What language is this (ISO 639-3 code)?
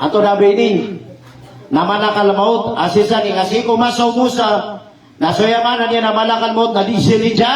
mrw